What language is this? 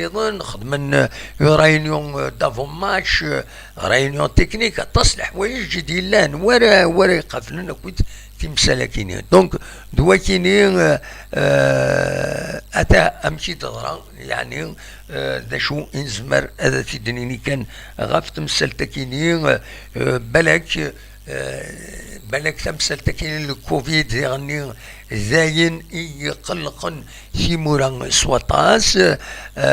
Kabyle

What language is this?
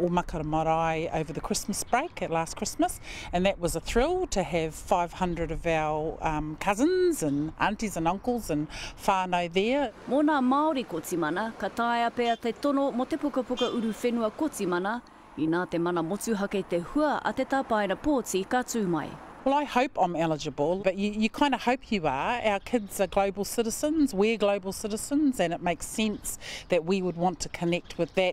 Māori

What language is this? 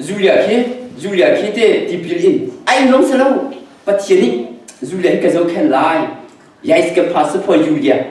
Hakha Chin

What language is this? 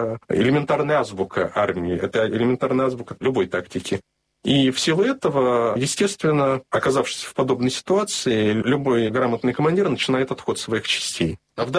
Russian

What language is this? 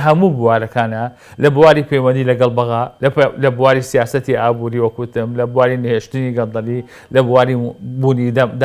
Central Kurdish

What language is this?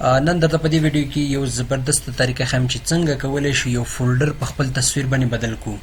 Pashto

